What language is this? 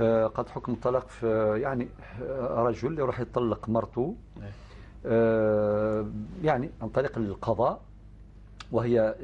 Algerian Arabic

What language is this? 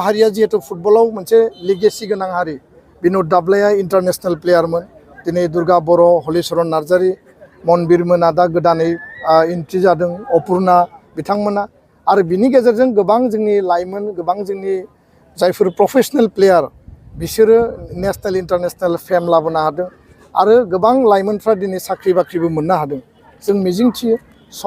Bodo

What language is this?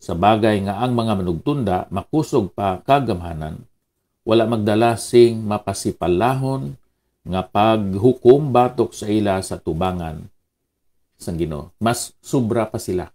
Hiligaynon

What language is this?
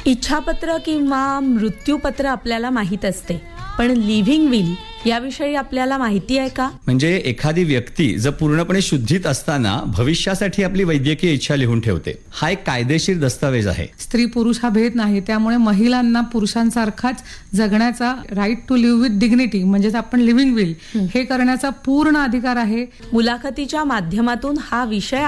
Marathi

